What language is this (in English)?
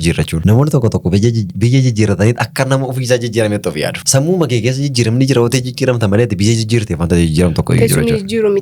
Oromo